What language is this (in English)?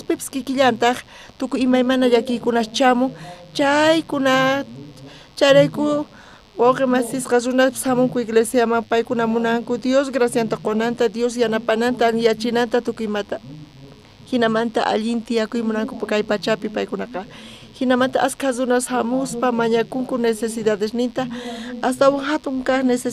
South Bolivian Quechua